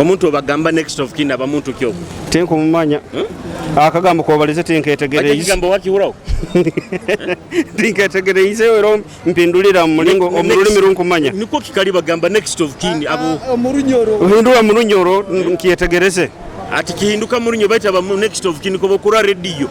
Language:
Nyoro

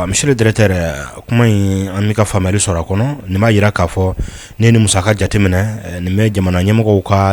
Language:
Bambara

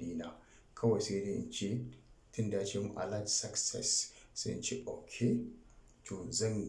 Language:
Hausa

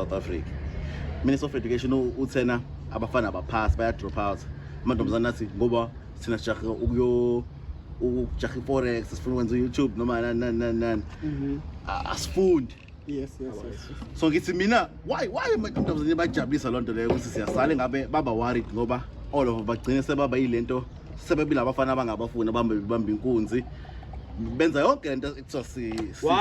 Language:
Zulu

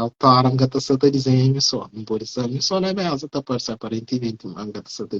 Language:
Kabuverdianu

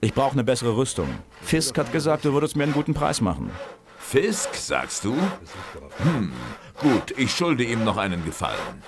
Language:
Bavarian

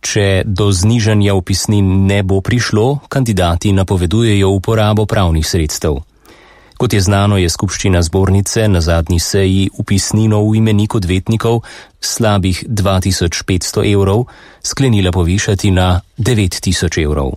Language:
Slovenian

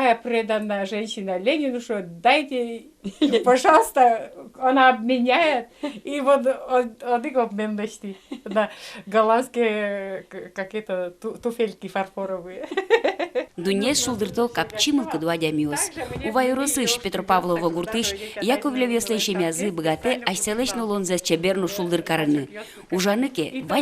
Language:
Udmurt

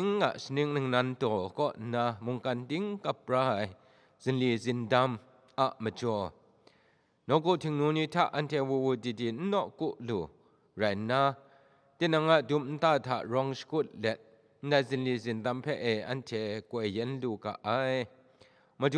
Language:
Kachin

